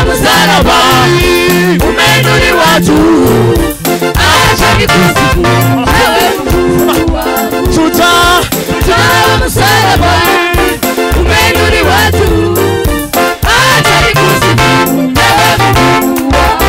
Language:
Swahili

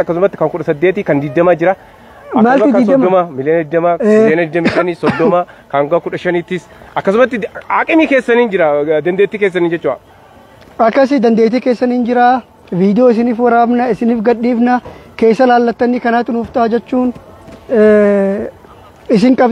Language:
Oromo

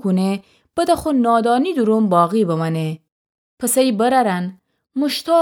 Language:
Gilaki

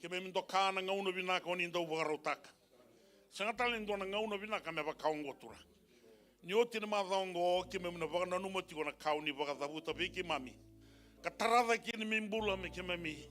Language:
Fijian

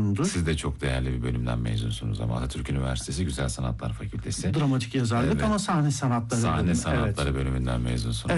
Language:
Turkish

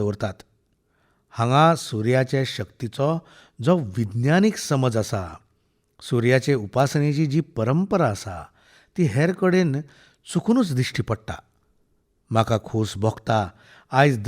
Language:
Konkani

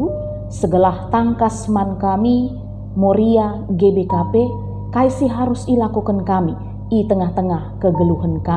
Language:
Batak Karo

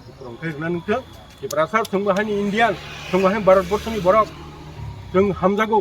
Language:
Kok Borok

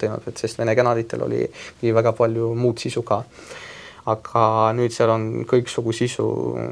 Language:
Estonian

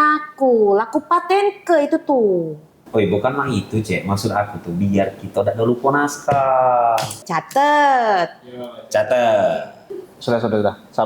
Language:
Musi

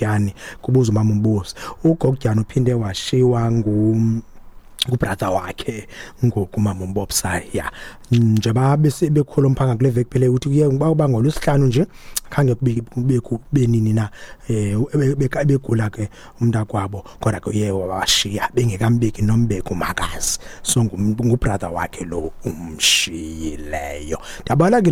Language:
Xhosa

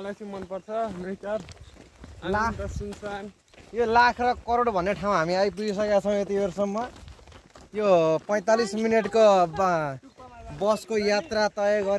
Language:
Nepali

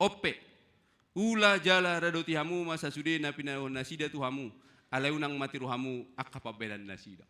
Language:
Batak Toba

